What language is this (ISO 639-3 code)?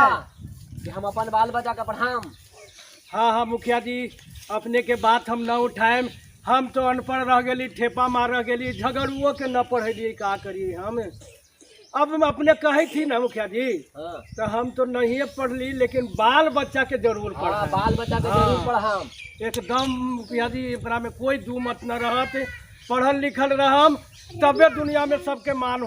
mag